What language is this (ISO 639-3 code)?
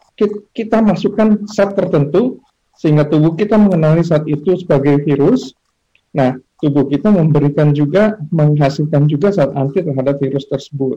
ind